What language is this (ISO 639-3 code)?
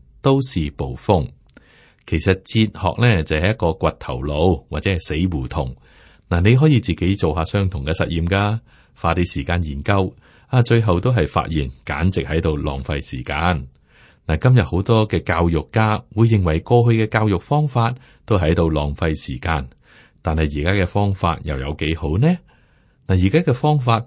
yue